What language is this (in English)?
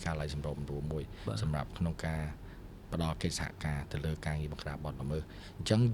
Khmer